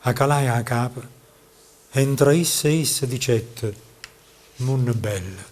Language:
Neapolitan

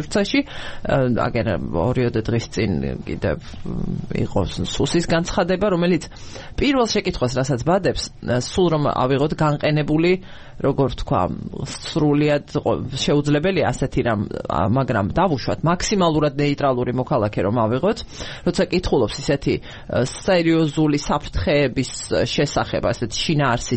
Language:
Georgian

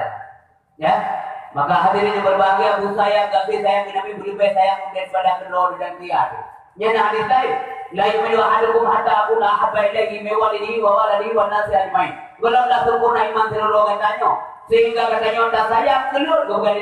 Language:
Achinese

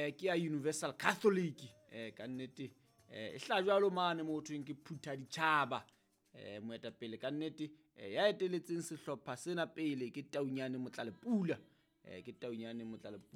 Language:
Southern Sotho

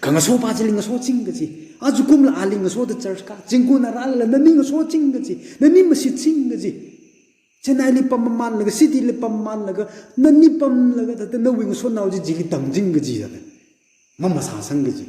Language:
Tangkhul Naga (India)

